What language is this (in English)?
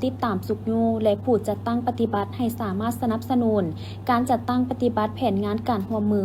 Lao